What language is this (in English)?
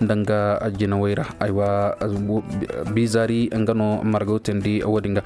Koyraboro Senni